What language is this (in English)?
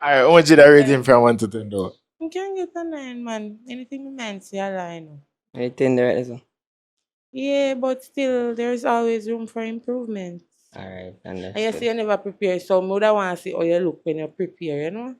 Jamaican Creole English